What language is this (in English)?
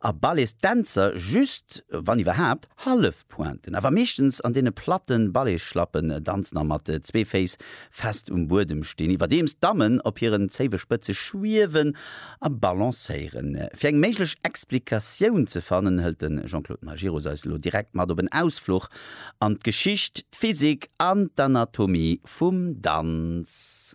Luxembourgish